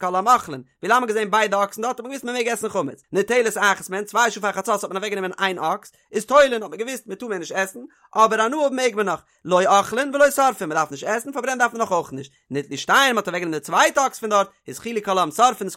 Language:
Yiddish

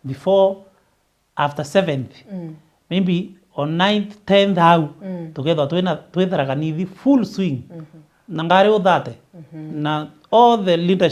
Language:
Meru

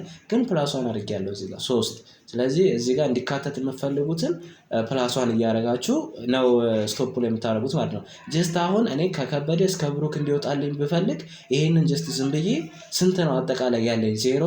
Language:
Amharic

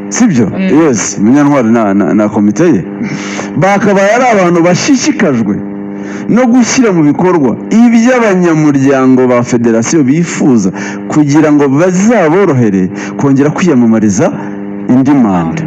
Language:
Kinyarwanda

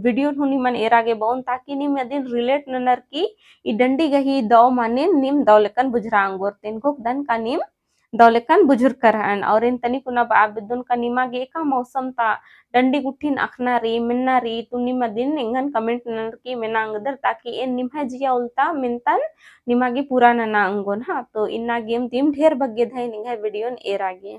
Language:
Kurukh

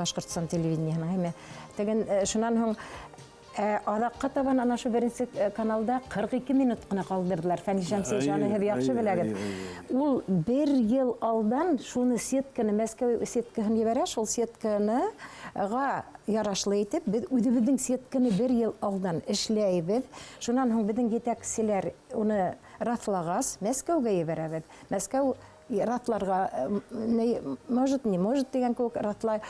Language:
Bashkir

